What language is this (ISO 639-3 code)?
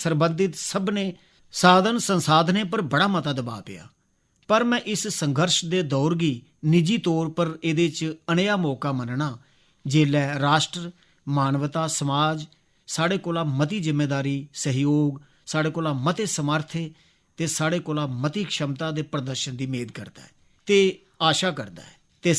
doi